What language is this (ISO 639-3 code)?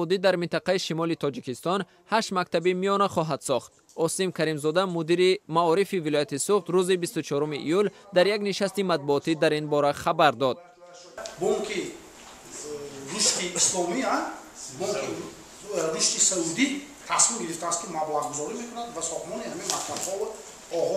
tgk